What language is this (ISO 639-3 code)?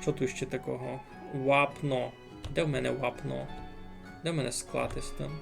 rue